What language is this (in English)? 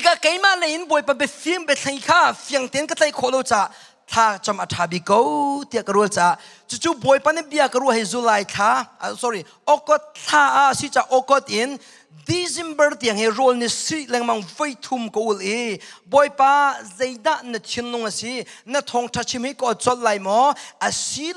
Hakha Chin